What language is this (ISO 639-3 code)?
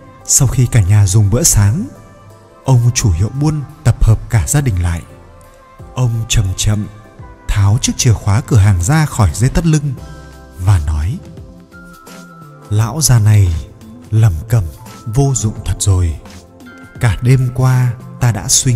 vie